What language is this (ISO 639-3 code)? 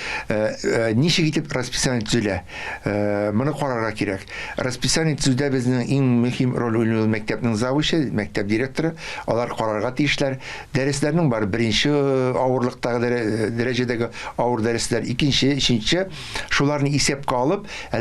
tat